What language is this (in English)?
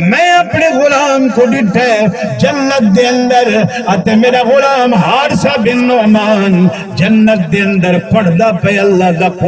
Saraiki